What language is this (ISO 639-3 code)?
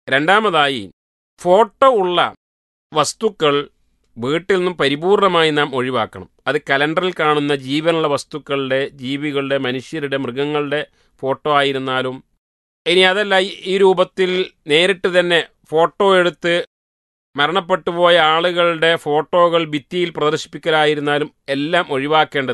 mal